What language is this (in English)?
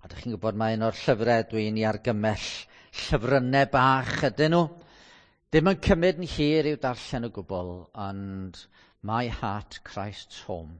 Welsh